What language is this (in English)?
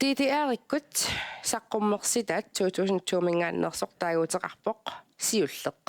Kalaallisut